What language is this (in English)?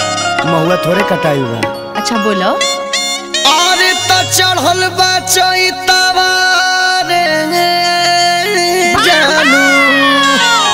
Bhojpuri